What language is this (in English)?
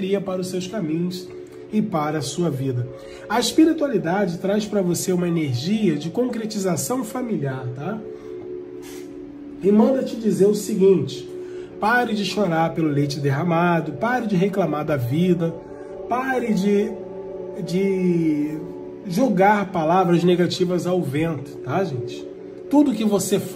Portuguese